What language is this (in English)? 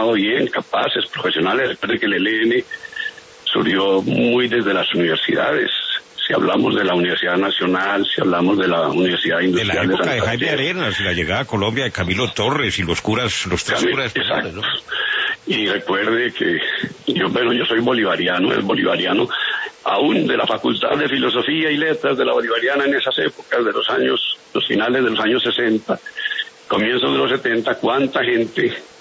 Spanish